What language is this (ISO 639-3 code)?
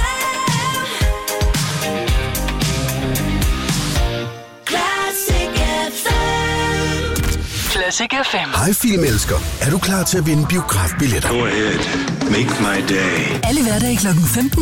dan